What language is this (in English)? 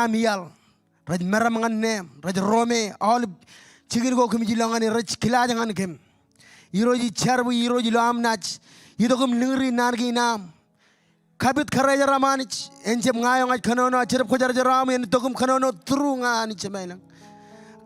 Marshallese